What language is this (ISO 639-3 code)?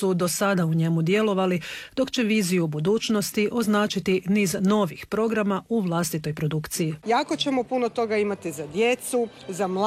hrv